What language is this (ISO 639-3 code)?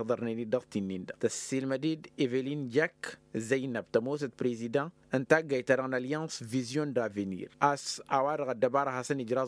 taq